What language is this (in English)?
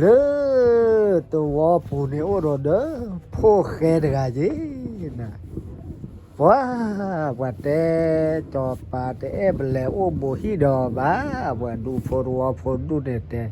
S'gaw Karen